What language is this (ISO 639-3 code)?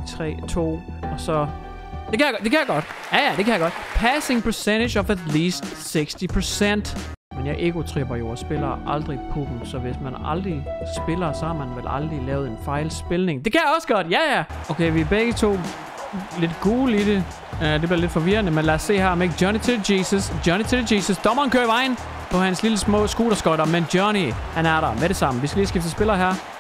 dan